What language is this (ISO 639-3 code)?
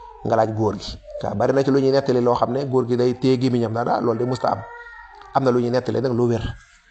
wol